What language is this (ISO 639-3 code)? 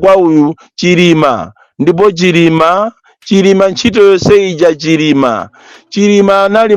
nya